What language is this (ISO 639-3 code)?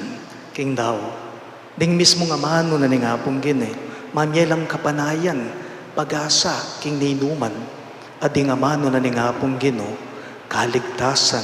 pam